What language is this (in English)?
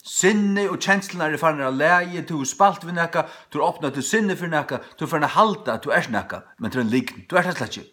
Faroese